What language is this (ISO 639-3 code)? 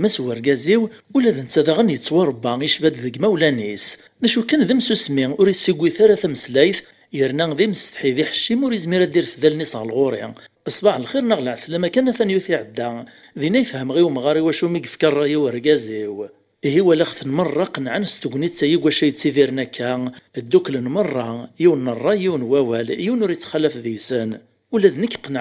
kab